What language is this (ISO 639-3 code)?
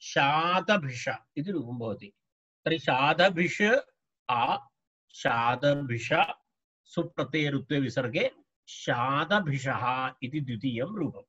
san